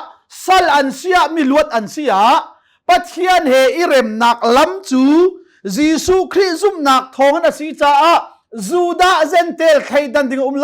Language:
Hakha Chin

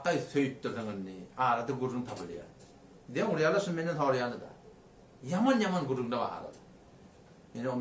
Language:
Turkmen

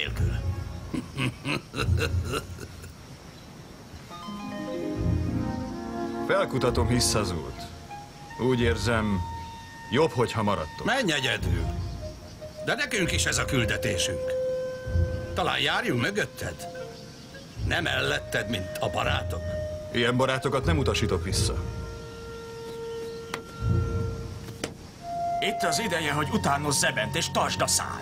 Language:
Hungarian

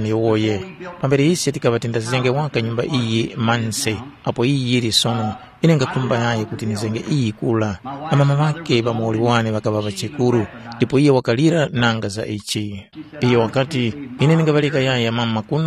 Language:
Tumbuka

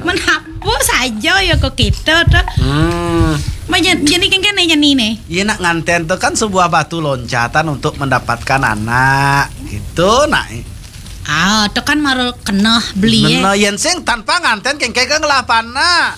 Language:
Balinese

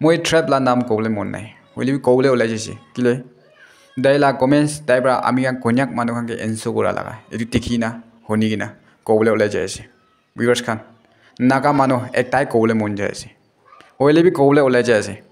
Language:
Naga Pidgin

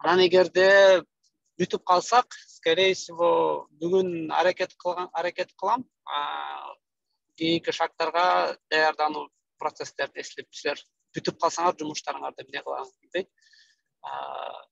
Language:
Kyrgyz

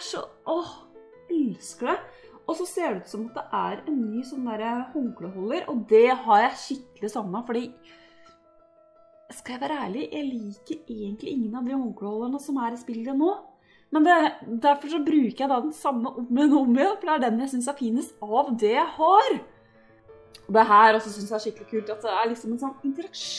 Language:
Norwegian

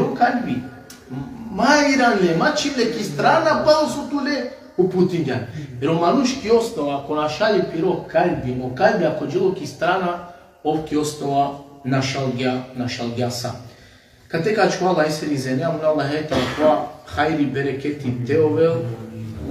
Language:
Balkan Romani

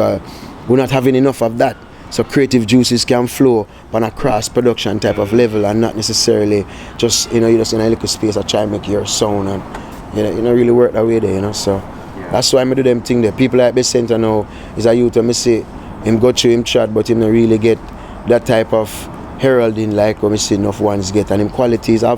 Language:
Jamaican Creole English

